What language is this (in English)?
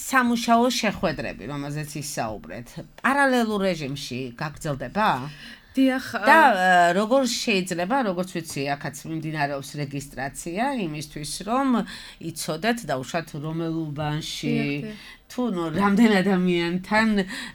Georgian